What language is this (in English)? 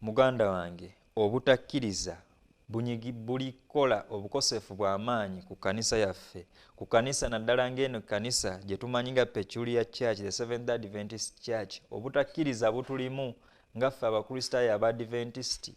Ganda